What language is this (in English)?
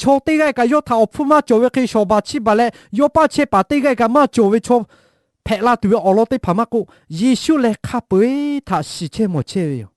Lahu